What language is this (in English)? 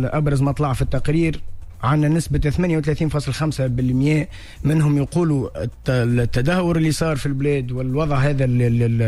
Tunisian Arabic